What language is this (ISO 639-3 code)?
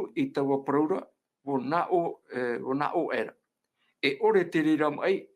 tah